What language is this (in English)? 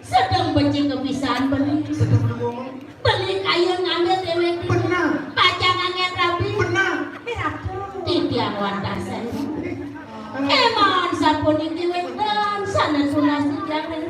Balinese